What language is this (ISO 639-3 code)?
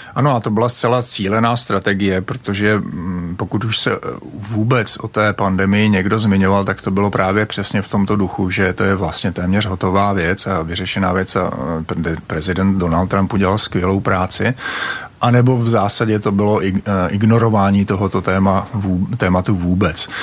ces